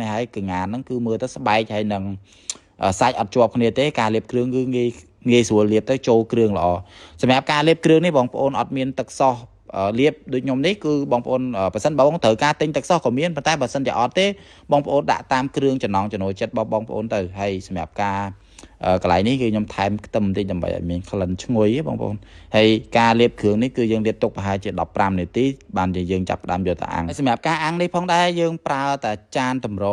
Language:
Khmer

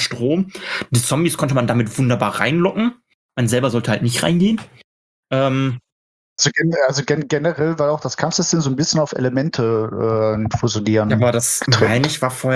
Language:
German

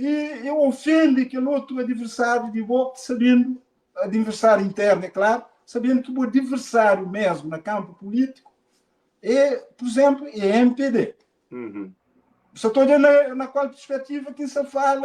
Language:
Kabuverdianu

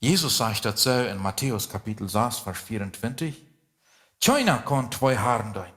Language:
Plautdietsch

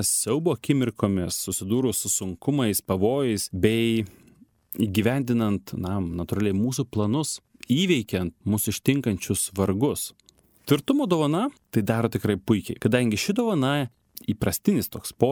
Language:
Lithuanian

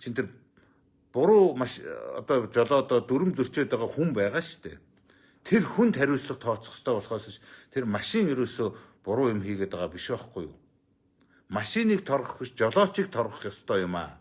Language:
Mongolian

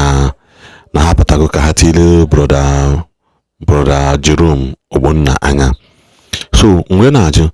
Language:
Igbo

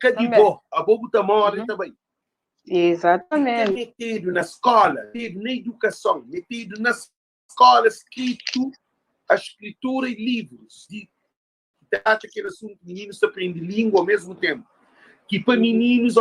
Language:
Kabuverdianu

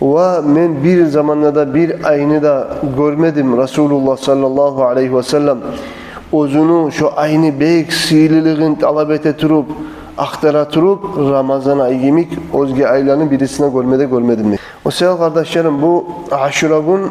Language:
Kumyk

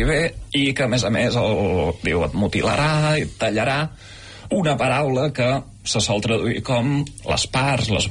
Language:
Catalan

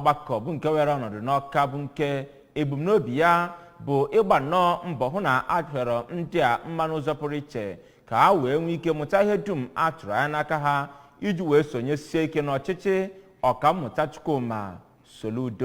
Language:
Igbo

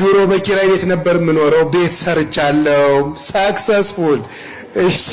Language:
Amharic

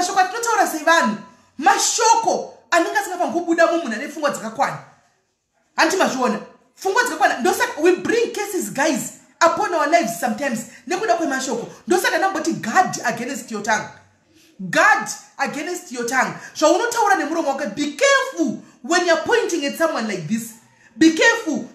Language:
Shona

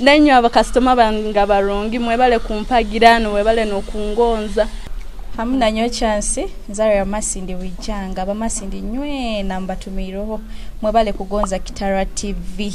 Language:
Nyoro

